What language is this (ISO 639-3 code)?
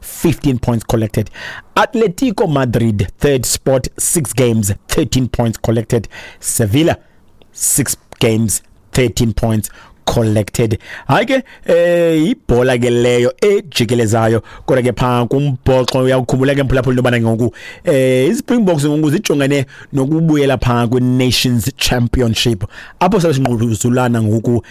xho